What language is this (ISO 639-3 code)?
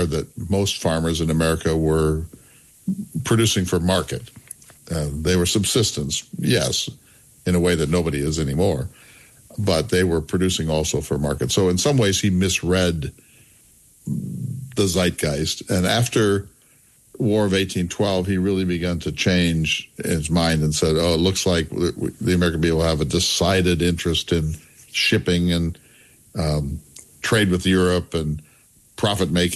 eng